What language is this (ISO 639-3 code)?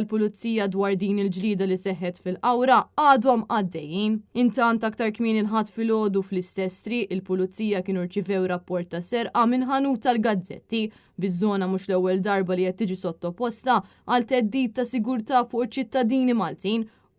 mlt